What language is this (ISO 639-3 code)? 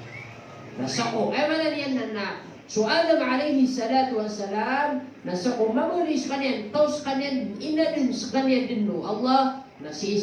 mrw